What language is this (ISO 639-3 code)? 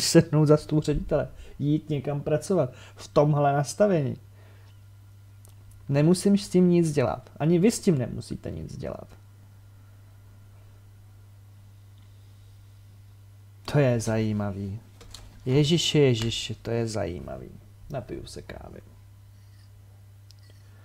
ces